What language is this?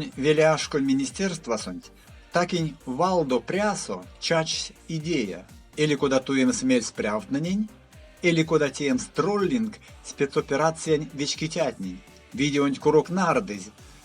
Erzya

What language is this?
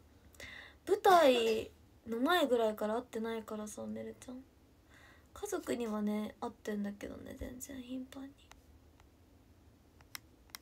Japanese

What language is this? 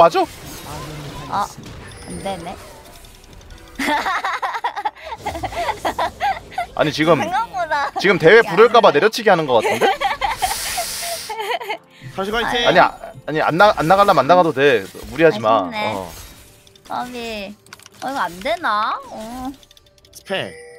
Korean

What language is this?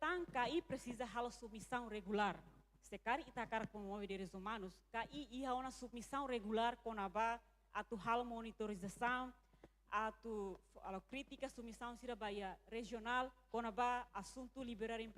Tetum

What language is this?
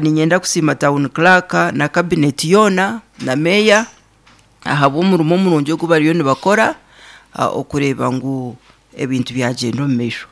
Nyankole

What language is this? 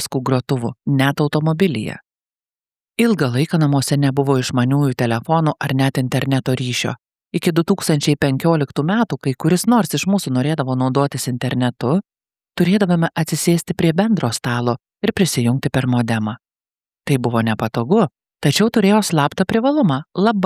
Lithuanian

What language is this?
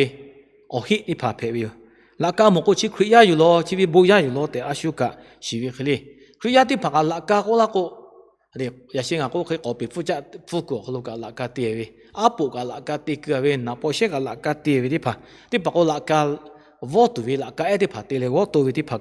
Lahu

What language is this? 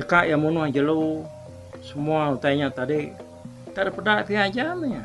Iban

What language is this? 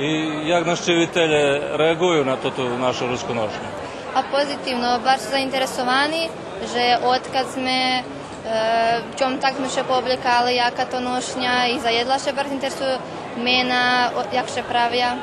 Rusyn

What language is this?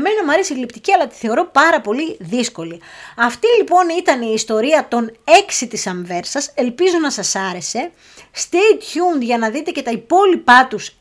Greek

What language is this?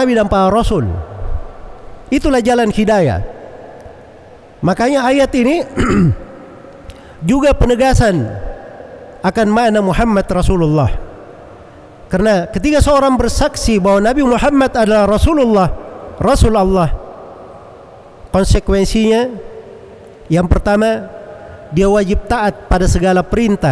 Indonesian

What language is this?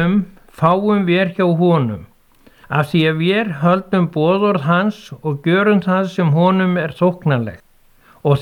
Icelandic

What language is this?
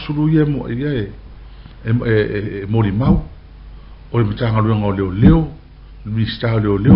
Samoan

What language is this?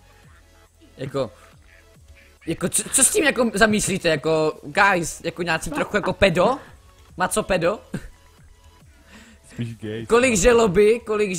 Czech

